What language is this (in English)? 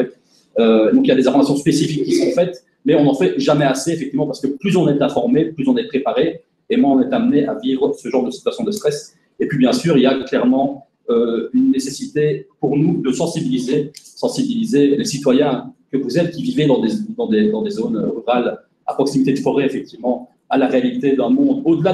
French